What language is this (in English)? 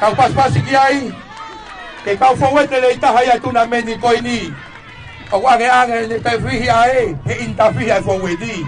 Tongan